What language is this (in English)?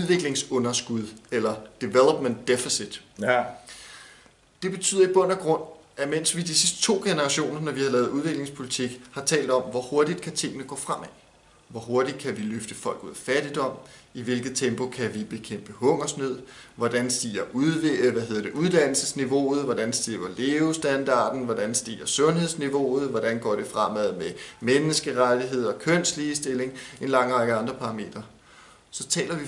Danish